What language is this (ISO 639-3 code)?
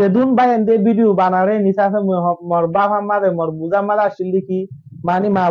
rhg